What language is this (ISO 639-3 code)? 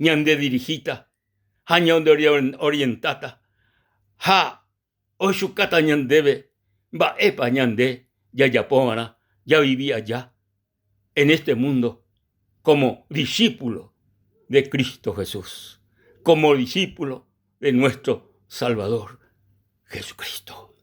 grn